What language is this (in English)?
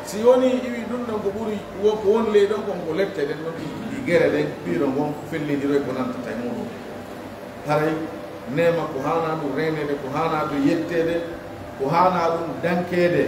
Pular